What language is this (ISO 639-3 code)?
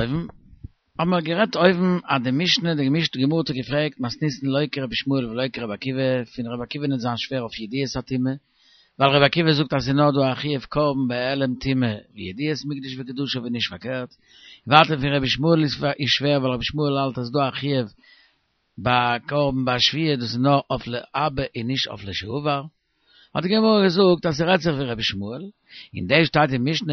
yid